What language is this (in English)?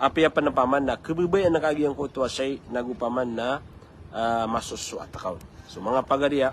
Maranao